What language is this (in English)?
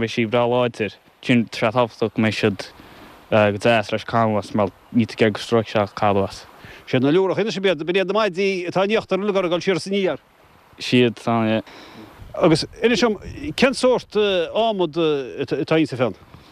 Irish